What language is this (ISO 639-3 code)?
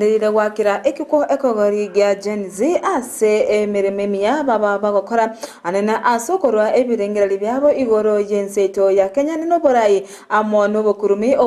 guz